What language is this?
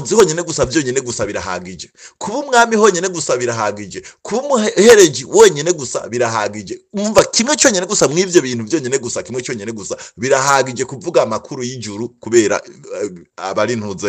Rundi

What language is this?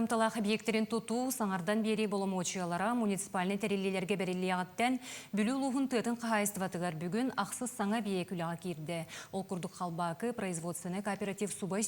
Yakut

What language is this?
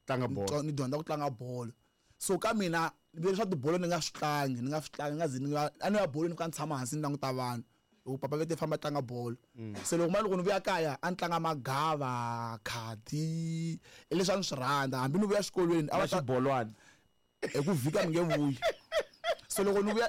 Tsonga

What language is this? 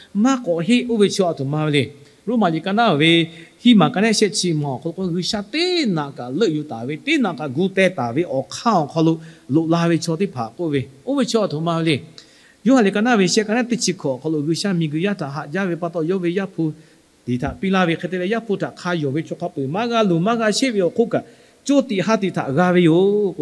Lahu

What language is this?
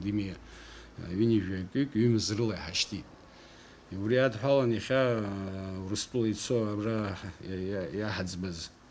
Abkhazian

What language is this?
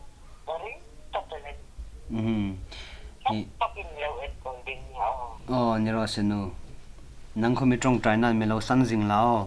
Hmar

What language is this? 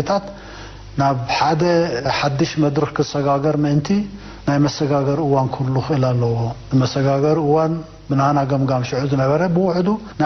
Tigrinya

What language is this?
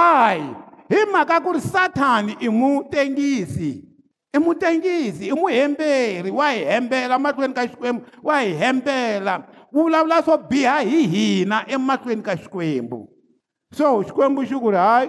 Tsonga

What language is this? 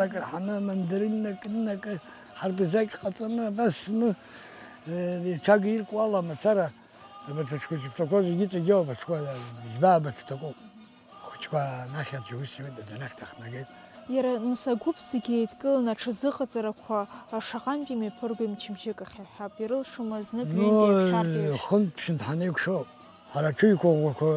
Abkhazian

